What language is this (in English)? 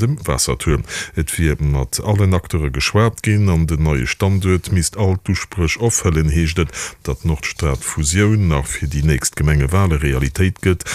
Luxembourgish